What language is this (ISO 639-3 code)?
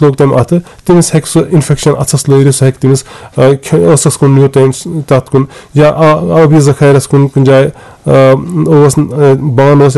kas